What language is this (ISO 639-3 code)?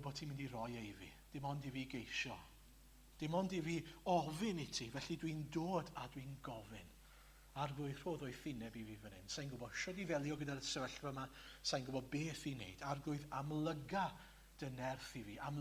cym